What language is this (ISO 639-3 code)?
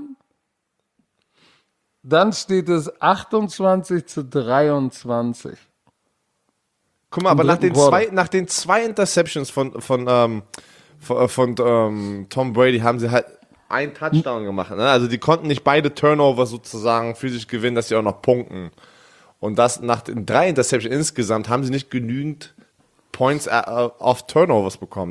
deu